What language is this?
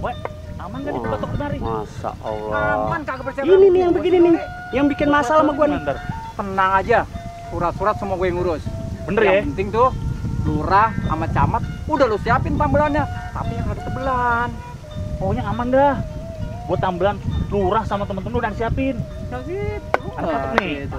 Betawi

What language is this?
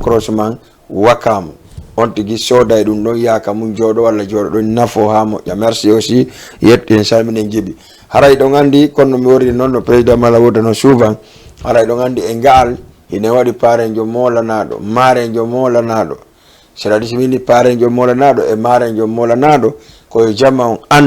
Fula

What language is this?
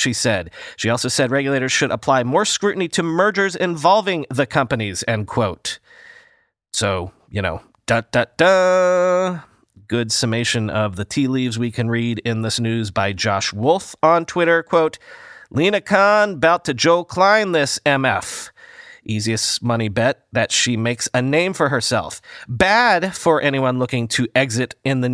English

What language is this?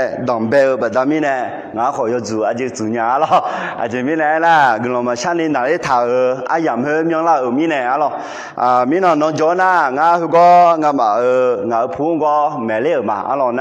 Akha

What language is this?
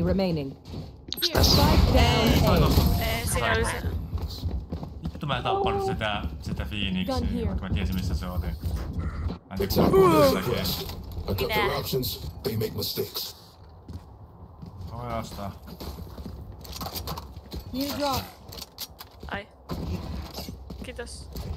Finnish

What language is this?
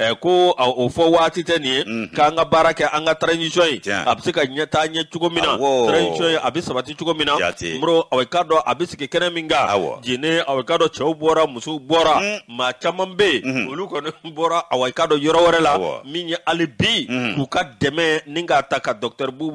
Bambara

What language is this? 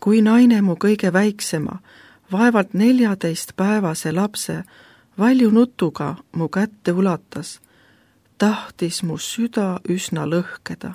Estonian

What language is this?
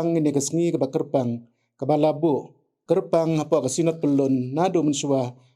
Khasi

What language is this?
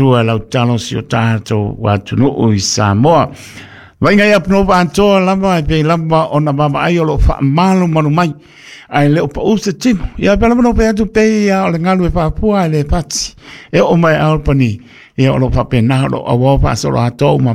Samoan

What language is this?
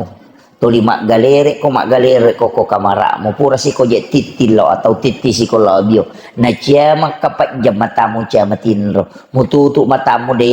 Buginese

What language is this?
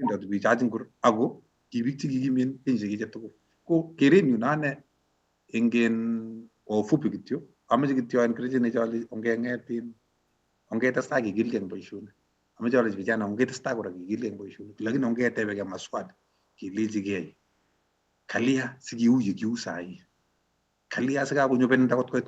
Kalenjin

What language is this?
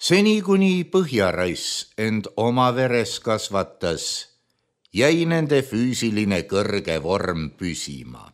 Estonian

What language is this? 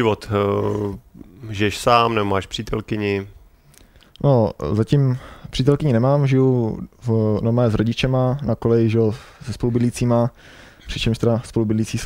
Czech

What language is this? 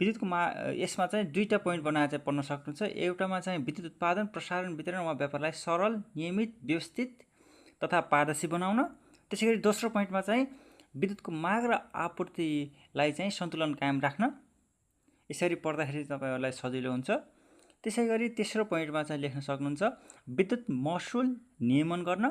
Nepali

